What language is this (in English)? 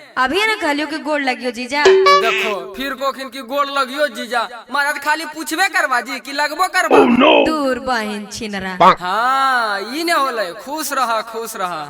Magahi